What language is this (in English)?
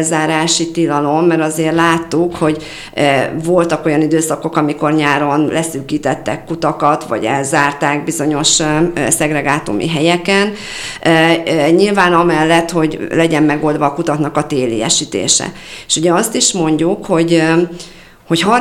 Hungarian